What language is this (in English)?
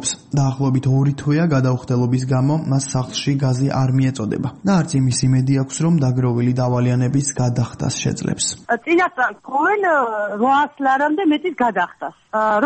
Georgian